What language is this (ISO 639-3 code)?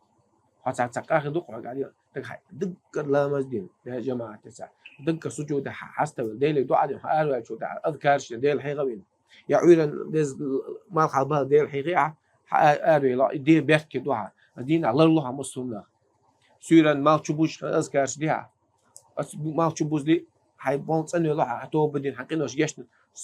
che